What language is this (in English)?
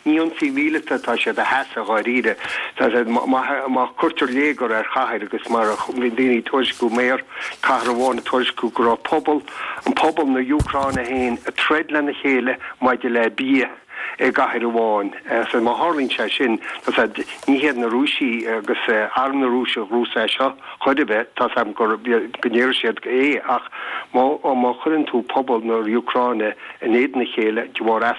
Irish